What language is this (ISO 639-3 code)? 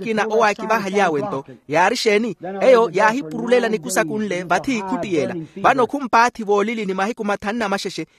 vmw